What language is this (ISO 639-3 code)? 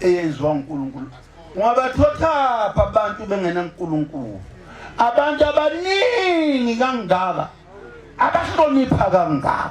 zul